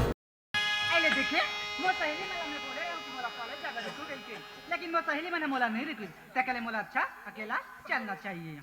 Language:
Chhattisgarhi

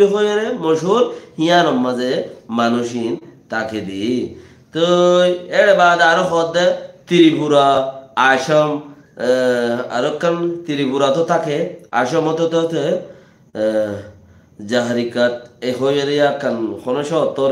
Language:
Rohingya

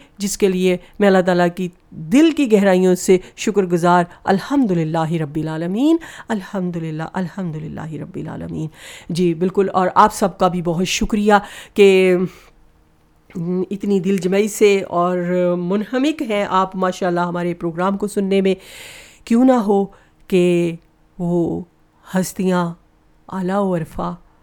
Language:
Urdu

